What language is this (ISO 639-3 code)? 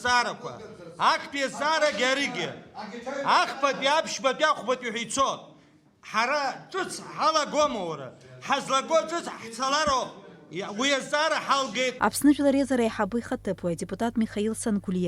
abk